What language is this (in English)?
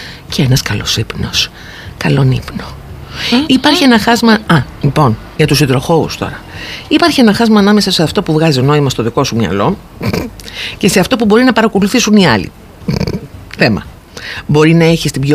Greek